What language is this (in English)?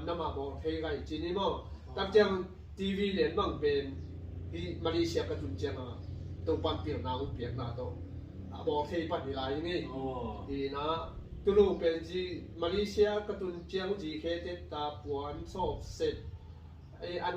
Tedim Chin